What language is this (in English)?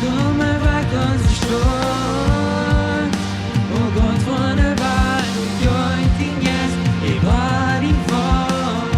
Plautdietsch